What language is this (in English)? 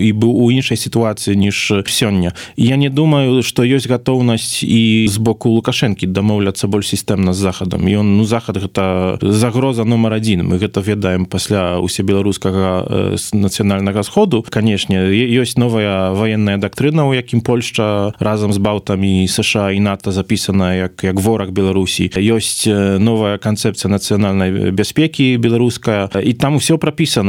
Belarusian